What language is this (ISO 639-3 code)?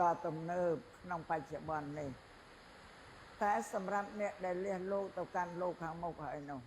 khm